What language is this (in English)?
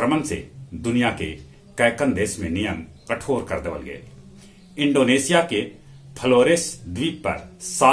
Magahi